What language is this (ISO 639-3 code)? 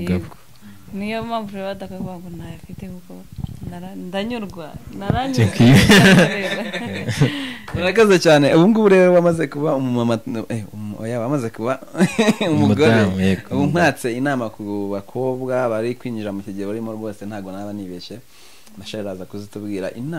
kin